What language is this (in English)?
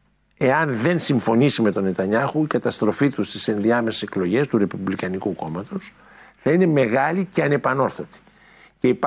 Greek